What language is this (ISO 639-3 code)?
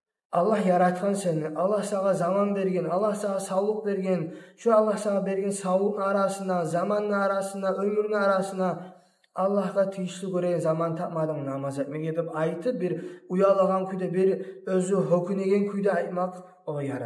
kum